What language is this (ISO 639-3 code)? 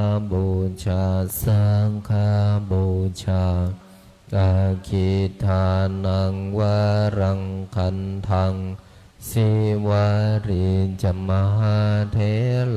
pli